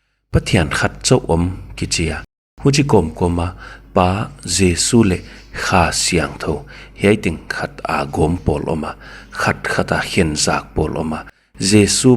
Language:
Paite Chin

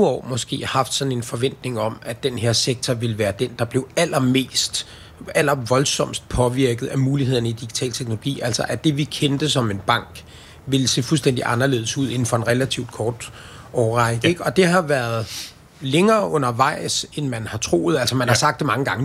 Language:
Danish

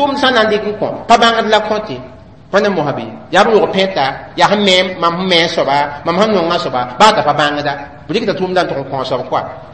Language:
Mossi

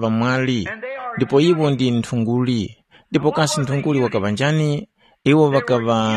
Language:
Tumbuka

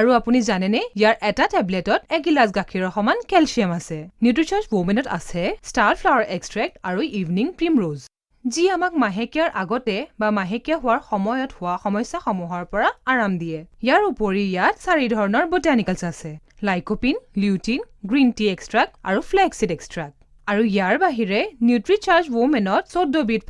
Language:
Assamese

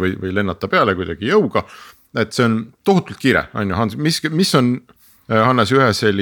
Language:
Estonian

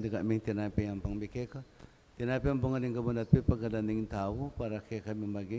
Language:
Pampanga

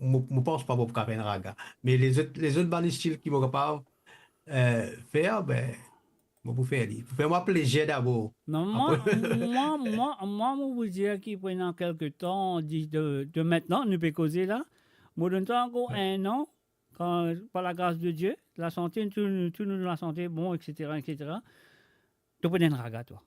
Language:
Morisyen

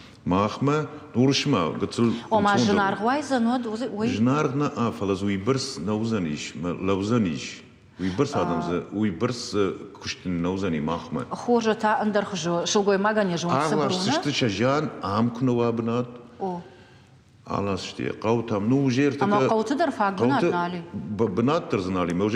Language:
Ossetic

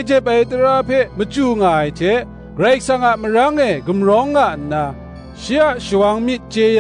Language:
Kachin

